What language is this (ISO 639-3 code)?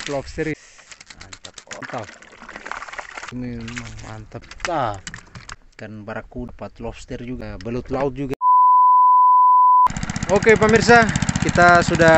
ind